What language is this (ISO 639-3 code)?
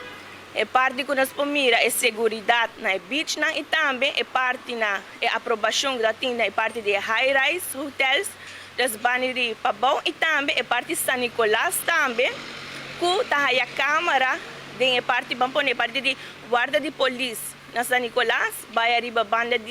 pap